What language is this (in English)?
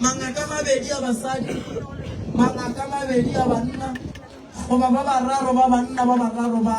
Northern Sotho